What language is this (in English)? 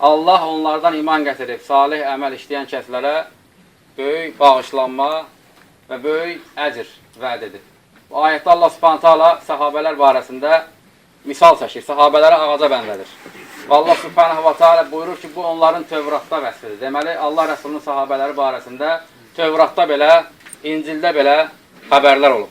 Azerbaijani